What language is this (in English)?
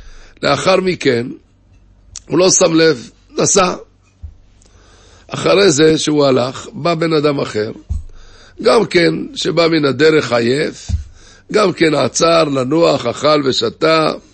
Hebrew